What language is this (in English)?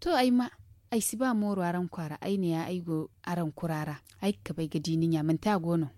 Zarma